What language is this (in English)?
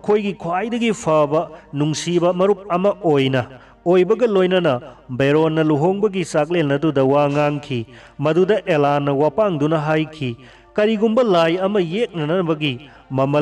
Manipuri